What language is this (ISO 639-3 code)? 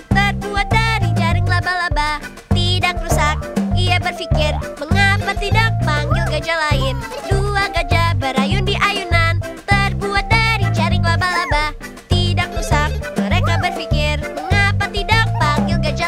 ind